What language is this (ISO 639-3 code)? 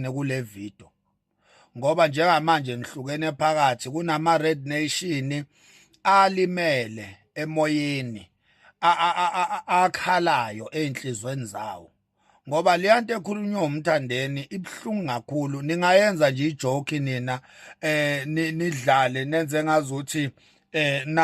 zul